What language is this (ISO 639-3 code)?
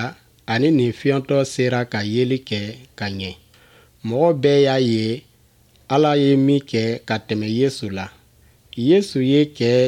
bam